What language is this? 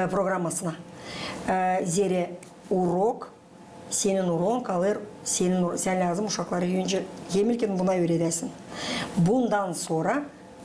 Gagauz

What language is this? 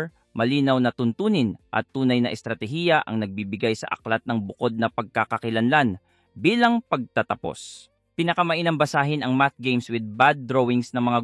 Filipino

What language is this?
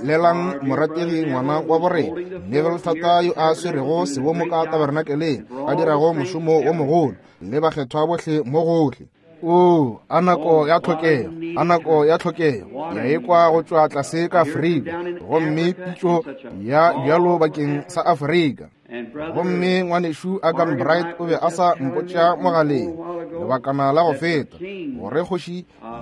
Northern Sotho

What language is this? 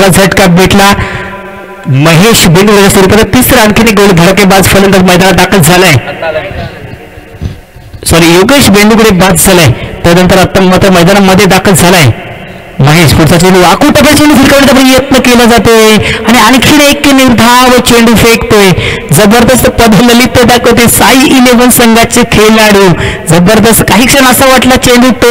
Marathi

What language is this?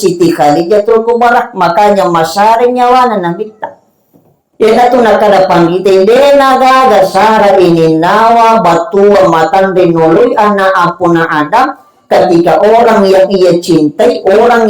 Buginese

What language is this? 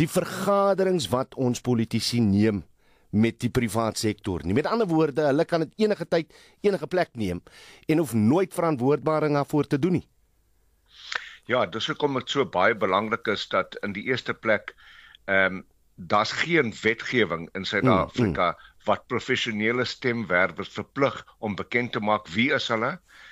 Afrikaans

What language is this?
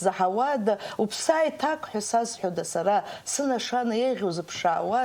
Abkhazian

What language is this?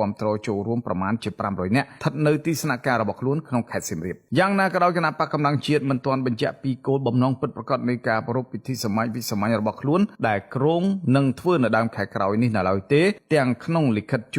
Khmer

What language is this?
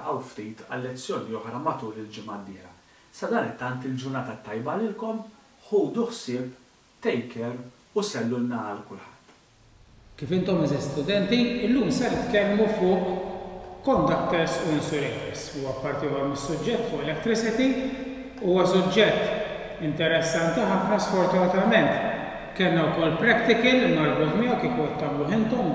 Maltese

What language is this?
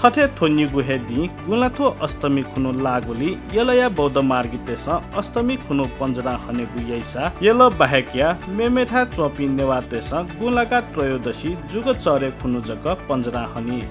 Newari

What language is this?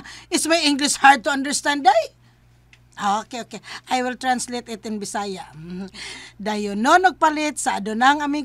Cebuano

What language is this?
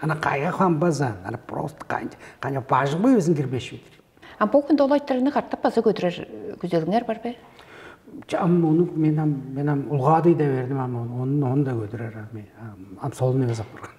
Tuvinian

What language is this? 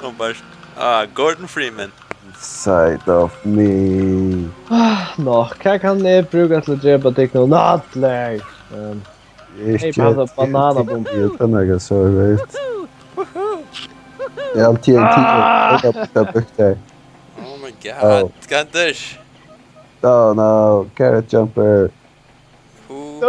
Faroese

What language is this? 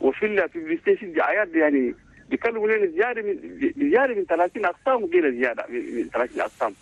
Chadian Arabic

